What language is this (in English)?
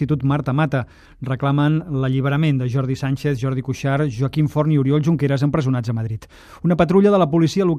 Catalan